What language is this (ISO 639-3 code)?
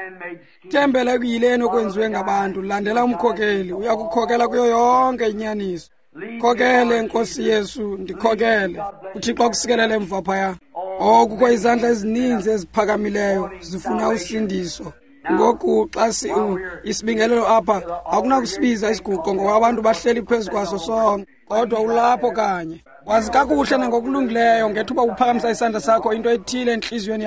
xho